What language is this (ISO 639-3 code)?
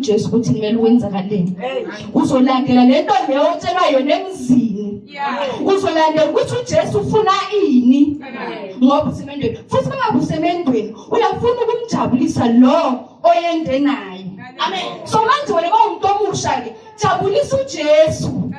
zul